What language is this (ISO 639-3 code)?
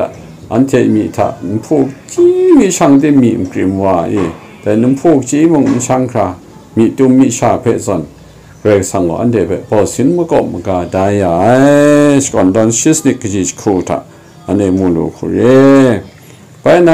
kac